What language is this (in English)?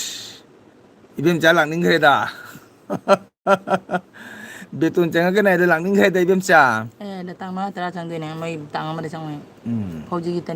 Manipuri